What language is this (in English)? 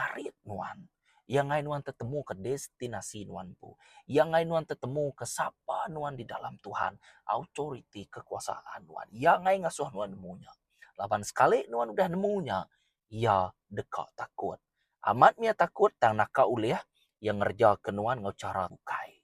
Iban